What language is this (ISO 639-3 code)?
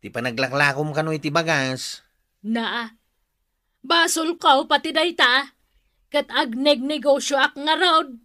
ilo